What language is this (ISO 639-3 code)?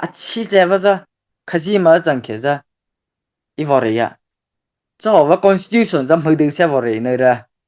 mrh